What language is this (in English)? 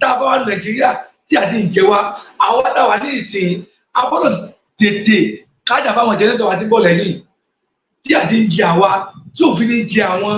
Yoruba